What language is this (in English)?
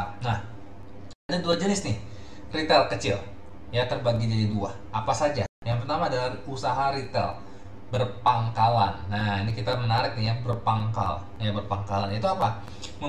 Indonesian